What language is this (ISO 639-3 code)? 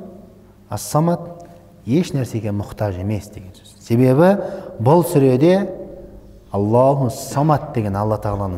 kaz